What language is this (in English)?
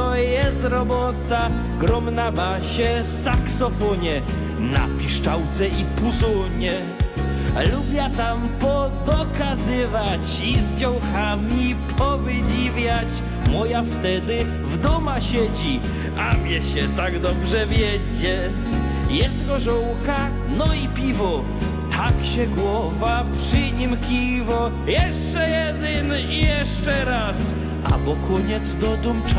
Silesian